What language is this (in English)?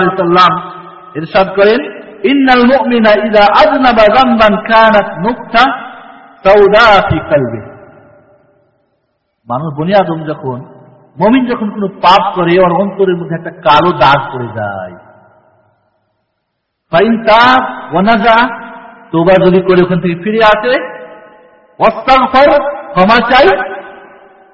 Bangla